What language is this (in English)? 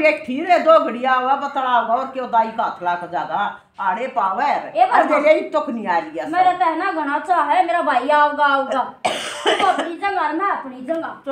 Haryanvi